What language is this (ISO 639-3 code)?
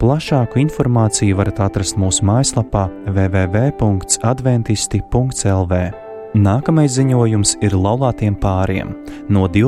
lav